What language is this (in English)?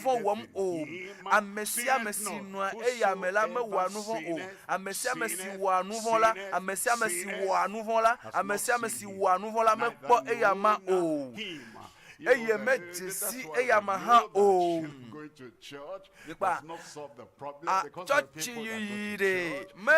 Ewe